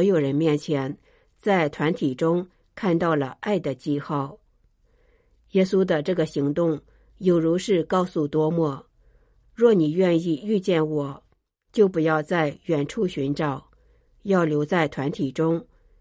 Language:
Chinese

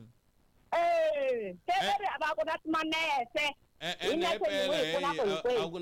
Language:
Tsonga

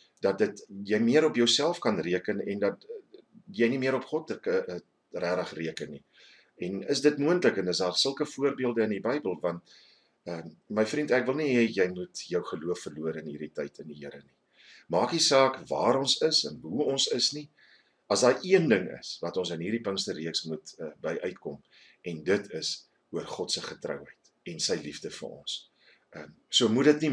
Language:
Afrikaans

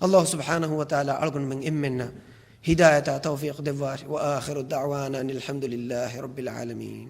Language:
Divehi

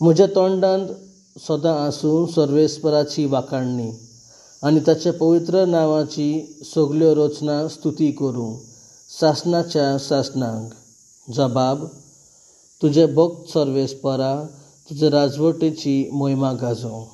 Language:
Konkani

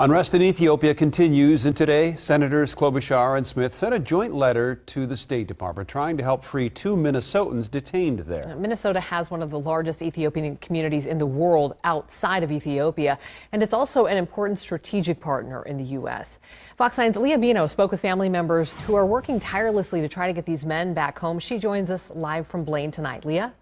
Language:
English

